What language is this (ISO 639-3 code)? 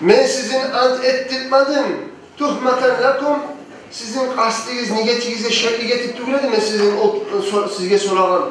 kum